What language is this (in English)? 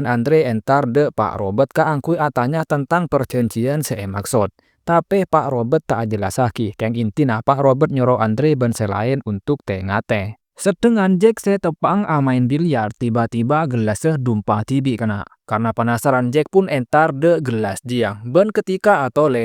Madurese